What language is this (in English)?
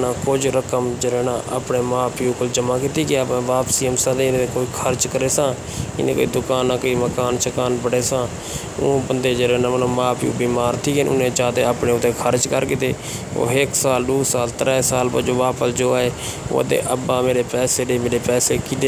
Saraiki